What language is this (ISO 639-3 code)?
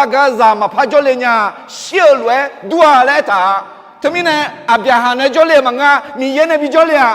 ahk